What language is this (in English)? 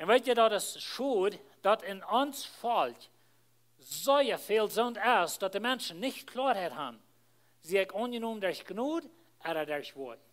Plautdietsch